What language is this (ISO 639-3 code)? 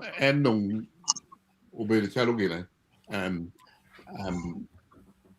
ach